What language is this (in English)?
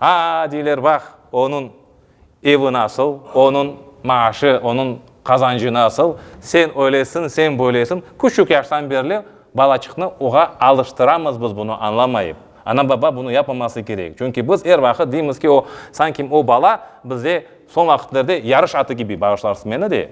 Crimean Tatar